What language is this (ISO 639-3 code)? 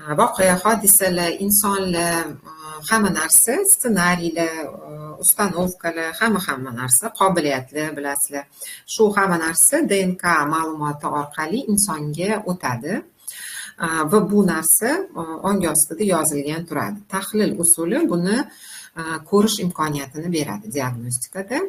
uzb